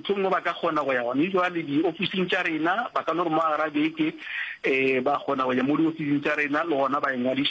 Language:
Northern Sotho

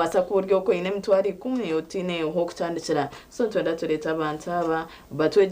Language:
Nyankole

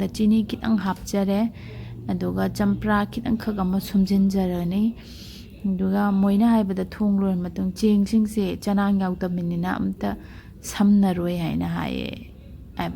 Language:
Manipuri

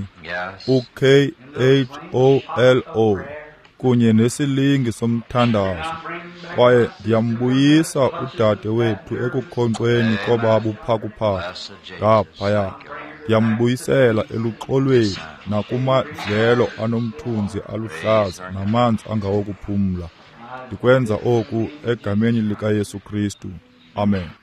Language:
Xhosa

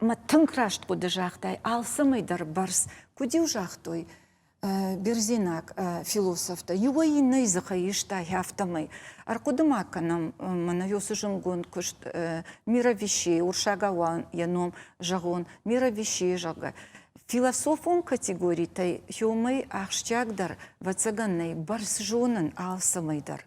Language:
Ossetic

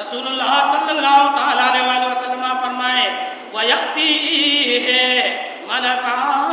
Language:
Baluchi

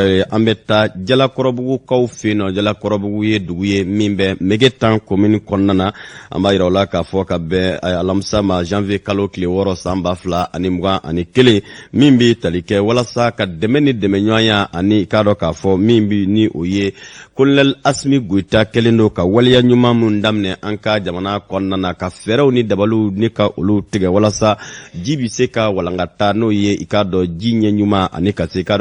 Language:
Bambara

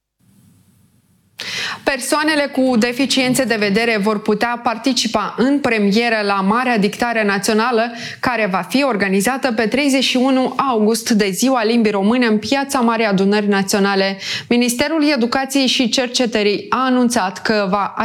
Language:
Romanian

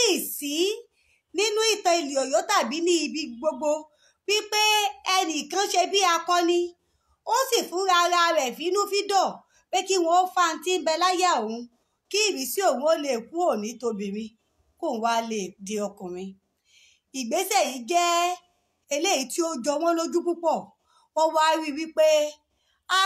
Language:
Yoruba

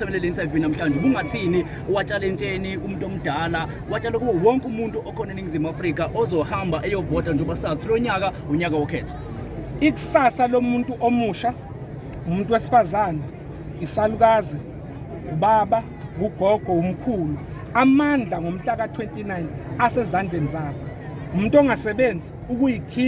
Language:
Zulu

